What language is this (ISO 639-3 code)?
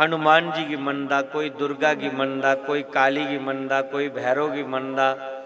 doi